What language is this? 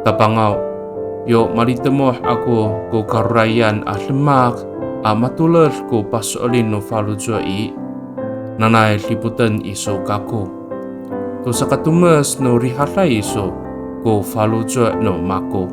Amis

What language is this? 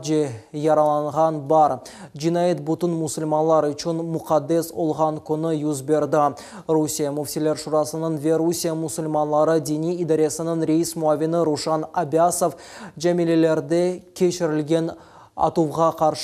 Crimean Tatar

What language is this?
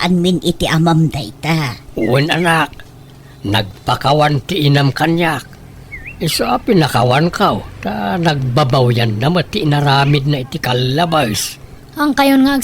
Iloko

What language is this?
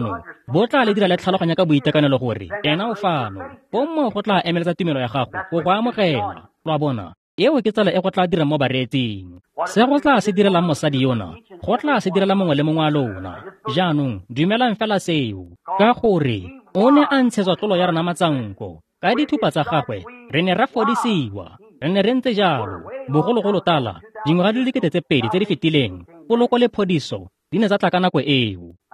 Tswana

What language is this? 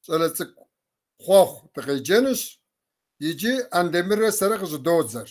Kabardian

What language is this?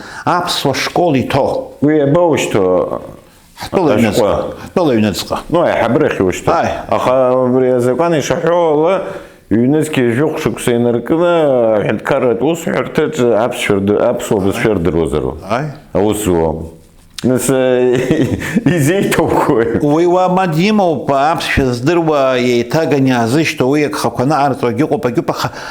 Abkhazian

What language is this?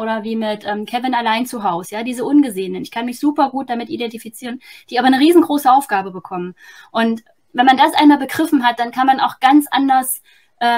German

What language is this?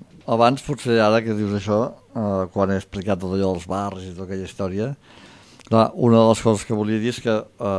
Catalan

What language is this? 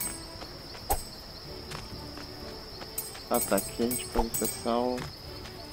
Portuguese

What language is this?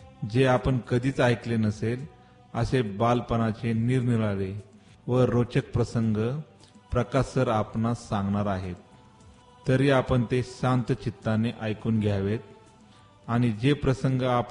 Marathi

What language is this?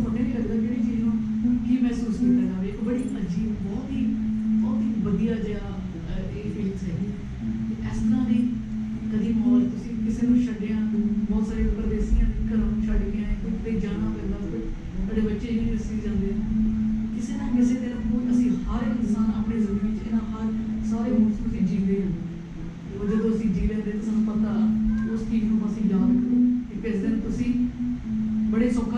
Punjabi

